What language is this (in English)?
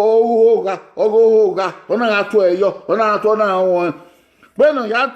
Bini